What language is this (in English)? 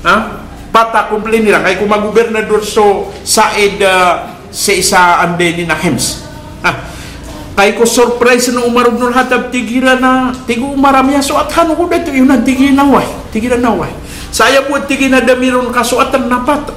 Maranao